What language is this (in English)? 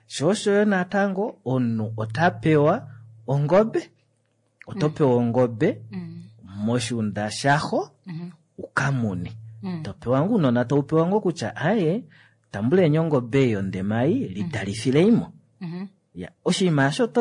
Kuanyama